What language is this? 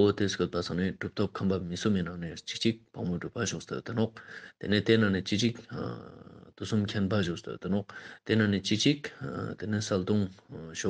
Ladakhi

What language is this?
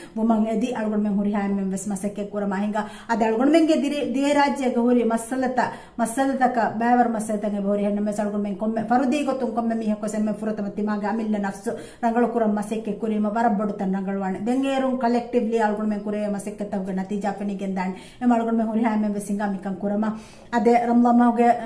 Divehi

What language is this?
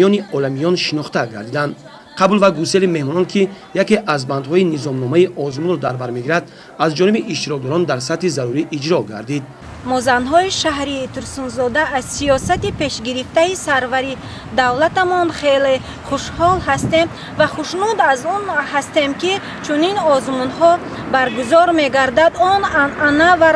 Tajik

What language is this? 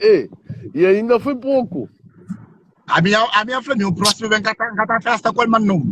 Kabuverdianu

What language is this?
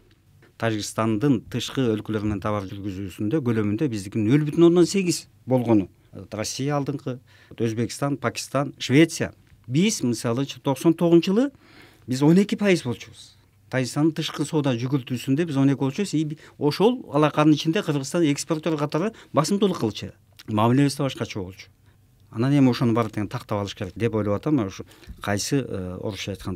Kyrgyz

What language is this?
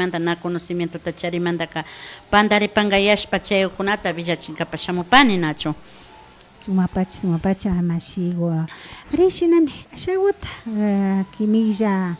Imbabura Highland Quichua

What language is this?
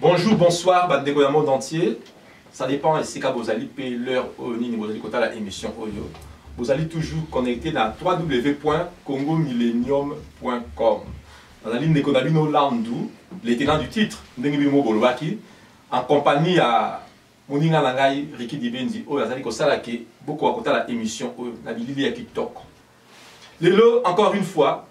Lingala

